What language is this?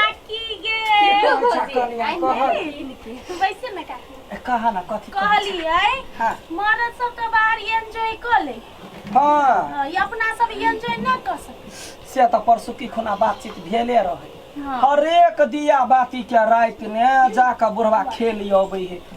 Maithili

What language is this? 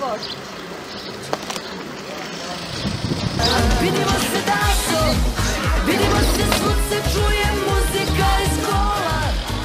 Croatian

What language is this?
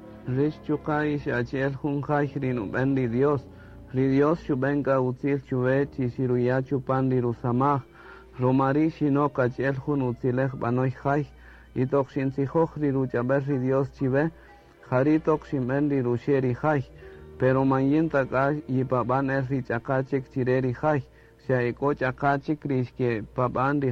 Kaqchikel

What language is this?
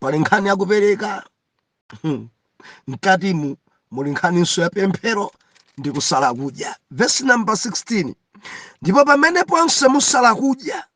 Nyanja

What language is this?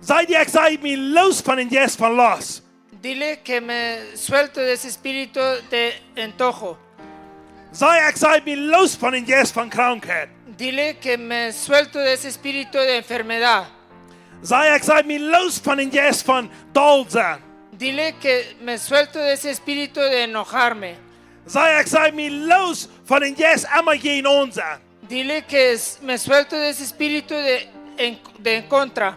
Plautdietsch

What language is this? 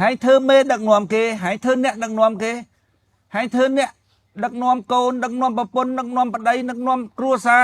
Khmer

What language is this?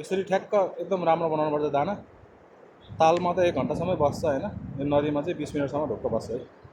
Nepali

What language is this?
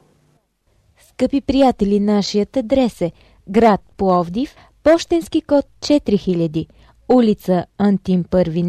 Bulgarian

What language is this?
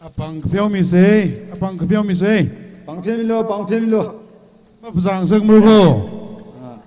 Tangkhul Naga (India)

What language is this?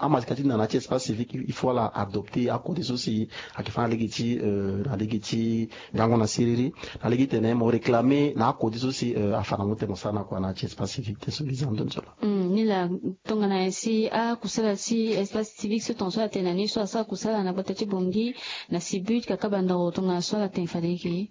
Sango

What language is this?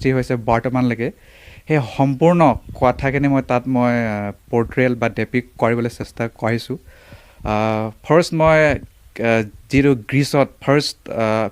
Assamese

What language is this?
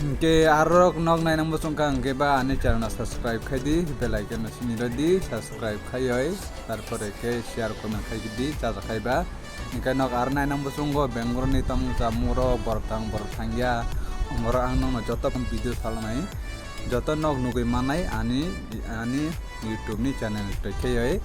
Kok Borok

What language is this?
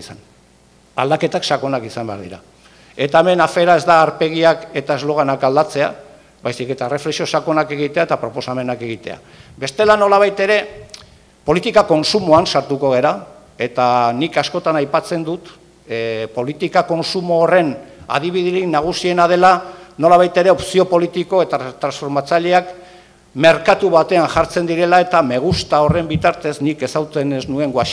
Basque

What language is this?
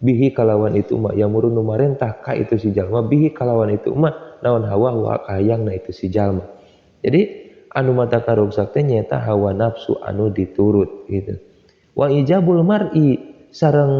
Sundanese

